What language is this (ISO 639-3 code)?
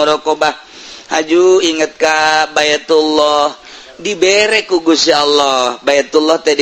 sun